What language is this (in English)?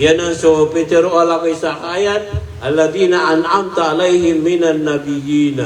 Maranao